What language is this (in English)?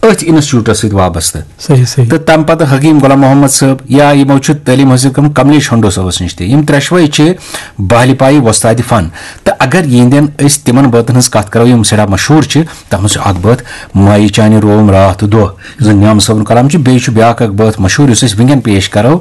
Kashmiri